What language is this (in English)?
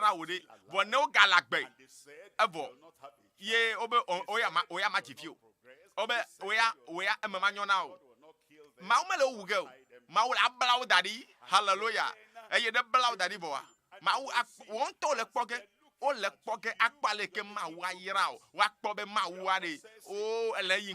Ewe